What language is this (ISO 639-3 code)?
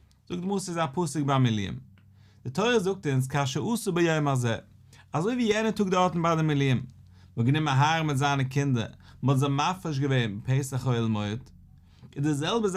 yid